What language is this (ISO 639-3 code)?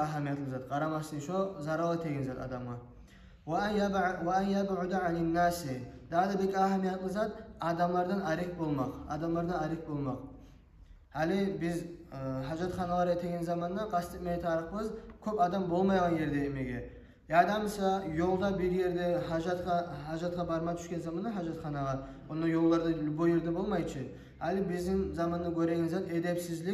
kum